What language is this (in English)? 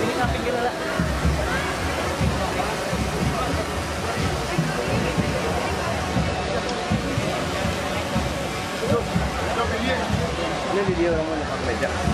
Indonesian